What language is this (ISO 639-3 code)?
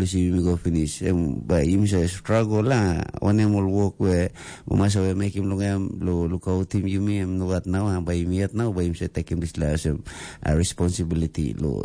tpi